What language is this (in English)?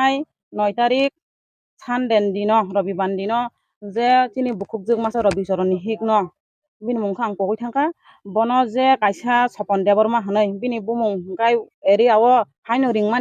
Kok Borok